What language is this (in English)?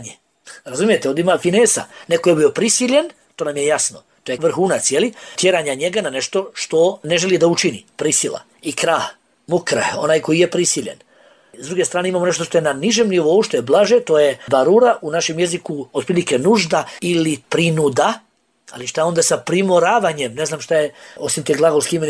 Bosnian